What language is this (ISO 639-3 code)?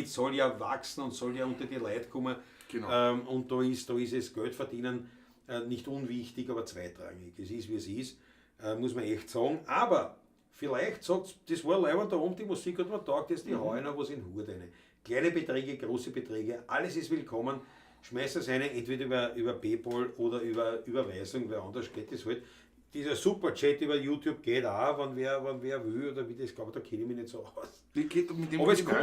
bar